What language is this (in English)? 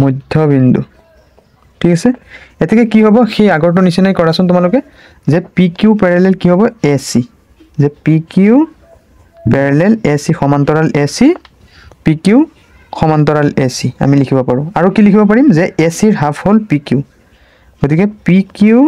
Assamese